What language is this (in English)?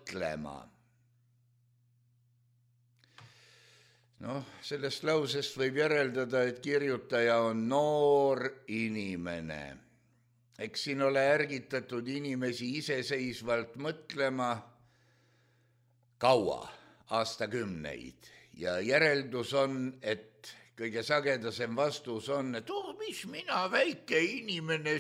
Estonian